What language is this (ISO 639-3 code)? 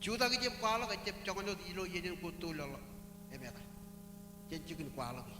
mah